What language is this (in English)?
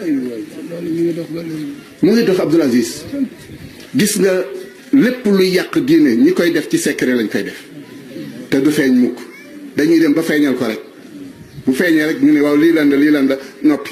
Wolof